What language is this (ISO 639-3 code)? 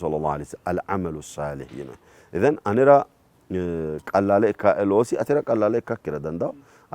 sid